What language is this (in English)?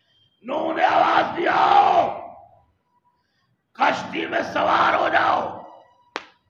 Urdu